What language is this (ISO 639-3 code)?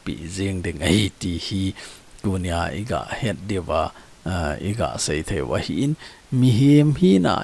tcz